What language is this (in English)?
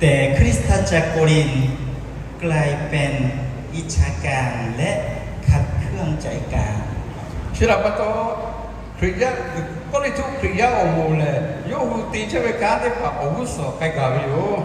Lahu